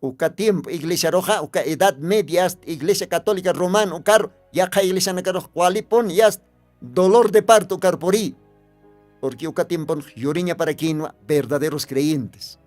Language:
Aymara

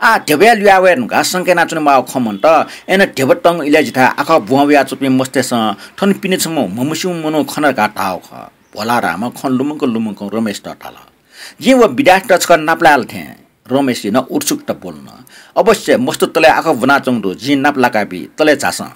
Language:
Newari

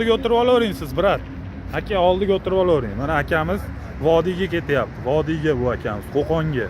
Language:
Uzbek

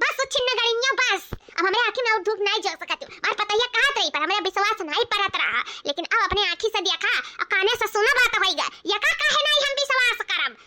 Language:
Awadhi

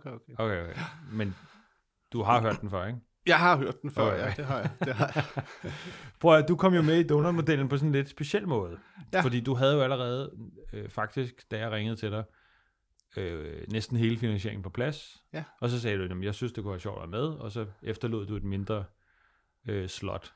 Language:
Danish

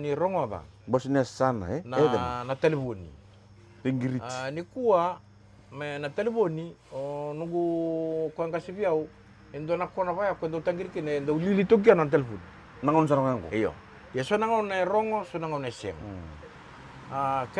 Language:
Fijian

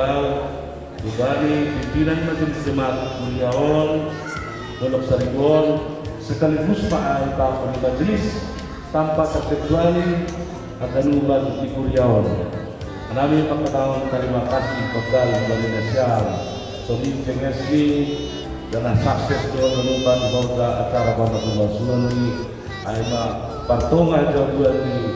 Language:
Batak Simalungun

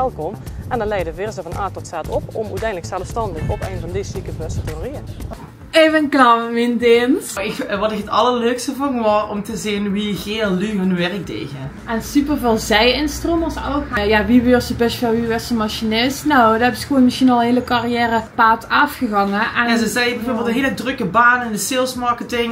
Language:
Limburgish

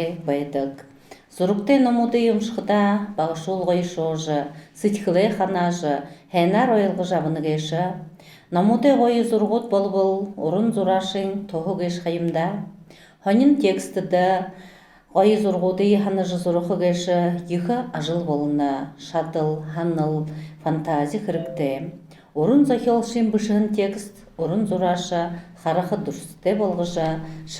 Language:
Buriat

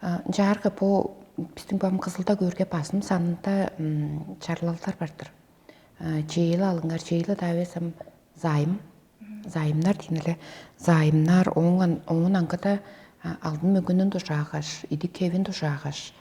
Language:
Tuvinian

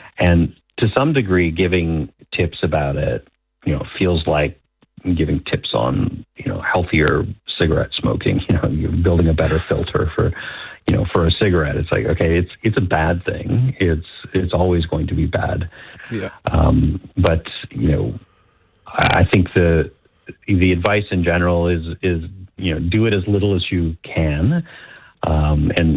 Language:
English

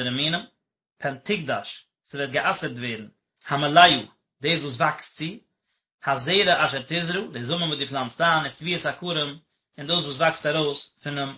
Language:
Yiddish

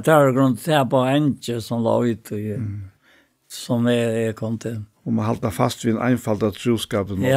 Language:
Faroese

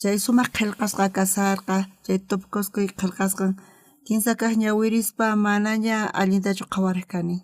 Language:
South Bolivian Quechua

